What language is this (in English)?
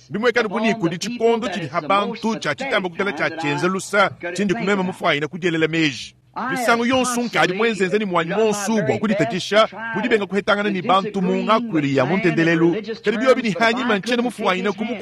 Luba-Lulua